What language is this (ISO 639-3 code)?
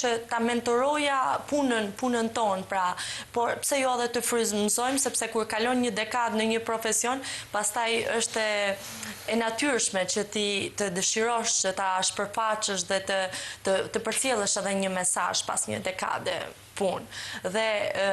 sqi